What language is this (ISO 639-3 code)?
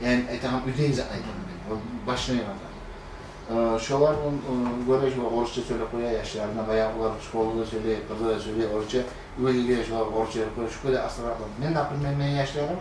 kum